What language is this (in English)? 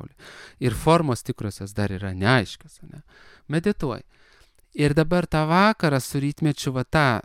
Lithuanian